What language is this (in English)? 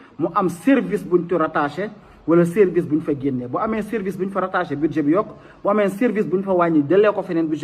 Wolof